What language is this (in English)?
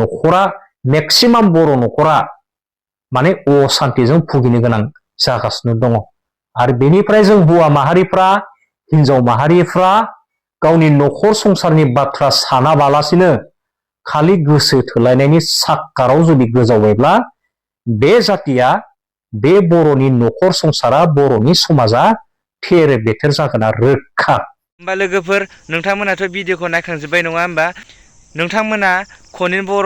Bodo